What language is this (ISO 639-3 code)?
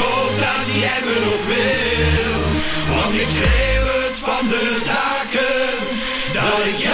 nld